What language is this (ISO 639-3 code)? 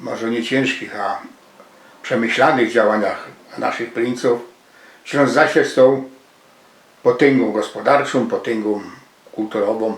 szl